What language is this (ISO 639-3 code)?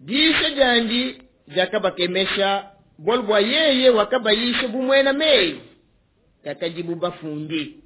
lua